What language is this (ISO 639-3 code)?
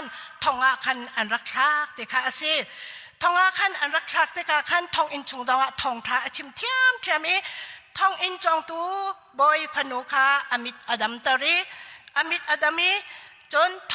cnh